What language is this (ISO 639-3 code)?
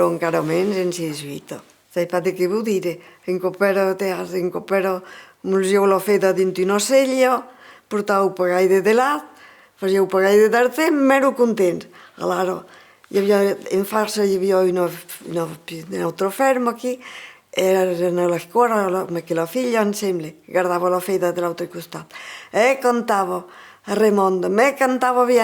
oci